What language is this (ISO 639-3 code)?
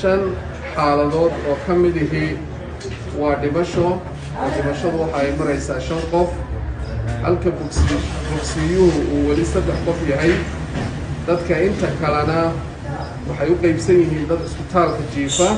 som